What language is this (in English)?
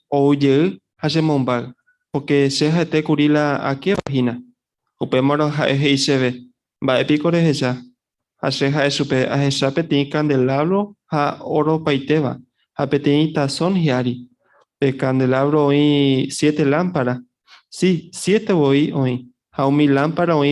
Guarani